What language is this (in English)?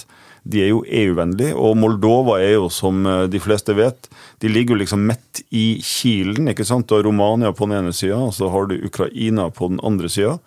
Norwegian